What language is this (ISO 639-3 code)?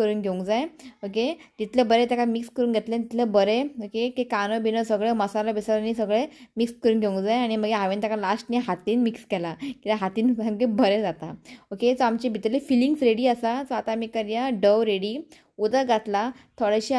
kok